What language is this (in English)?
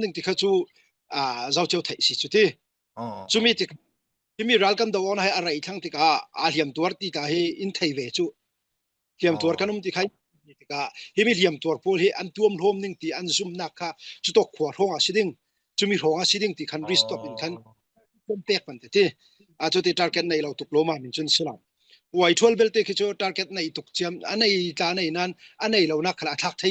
Falam Chin